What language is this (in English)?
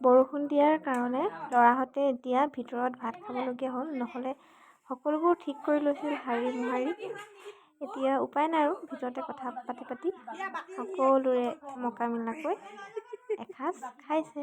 Assamese